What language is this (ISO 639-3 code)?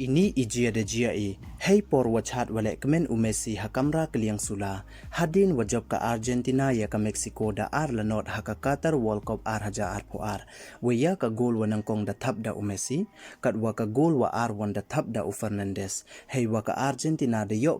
pbv